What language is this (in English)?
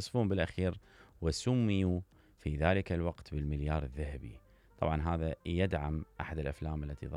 Mesopotamian Arabic